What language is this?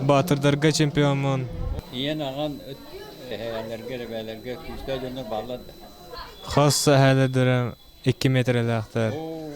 Yakut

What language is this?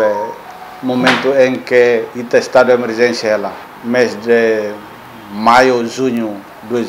Tetum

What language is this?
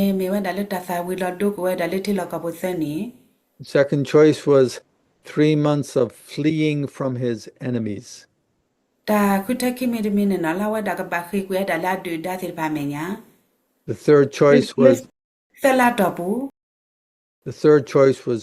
S'gaw Karen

